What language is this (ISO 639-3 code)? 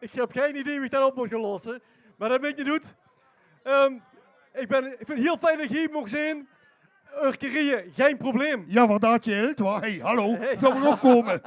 lim